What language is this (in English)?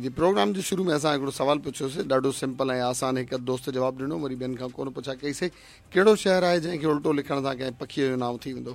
Sindhi